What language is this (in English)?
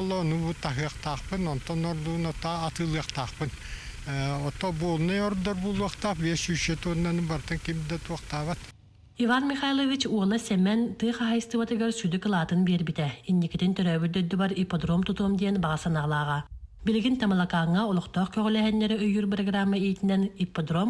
Yakut